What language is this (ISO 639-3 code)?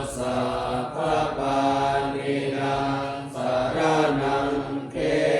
pli